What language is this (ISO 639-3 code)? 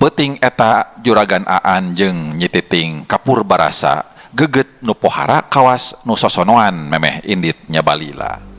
sun